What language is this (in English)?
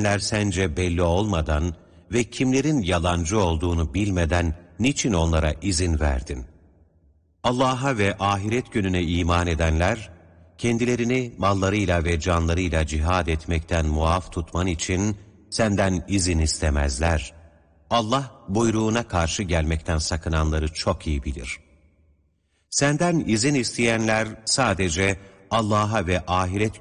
Turkish